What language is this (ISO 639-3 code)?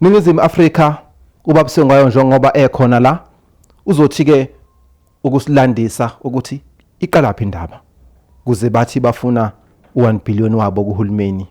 zul